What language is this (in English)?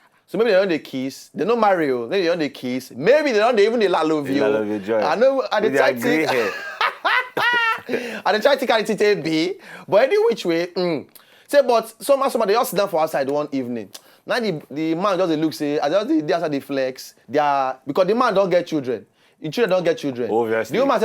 Nigerian Pidgin